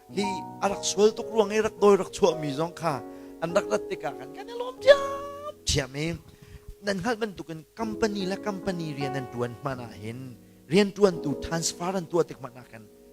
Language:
Hakha Chin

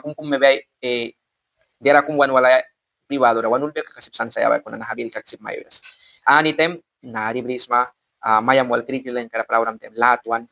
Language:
Mískito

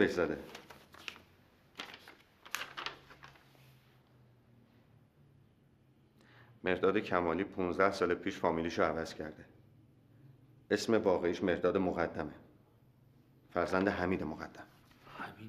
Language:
Persian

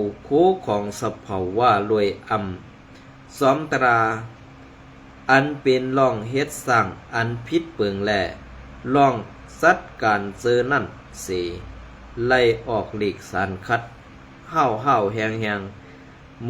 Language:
Shan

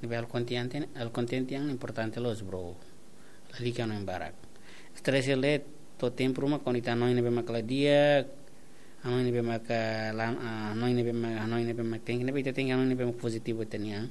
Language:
Tetum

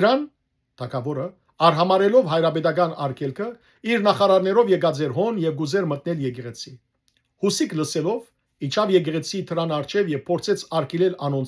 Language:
Western Armenian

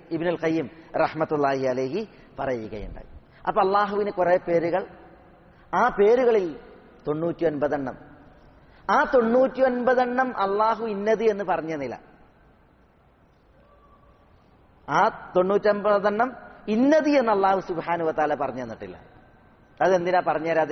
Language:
Malayalam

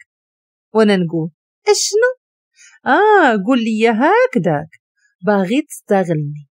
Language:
Moroccan Arabic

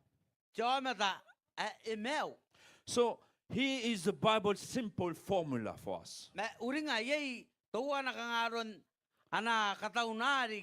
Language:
Gilbertese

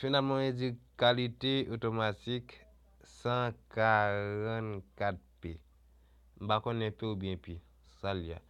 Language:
Haitian Creole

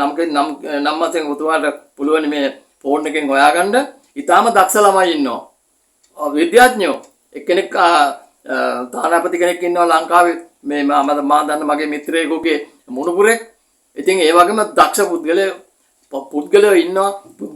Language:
Sinhala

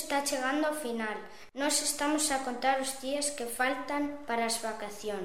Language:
Galician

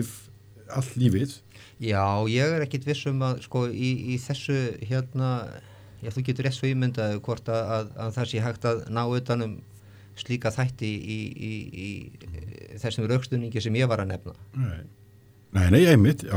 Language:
Icelandic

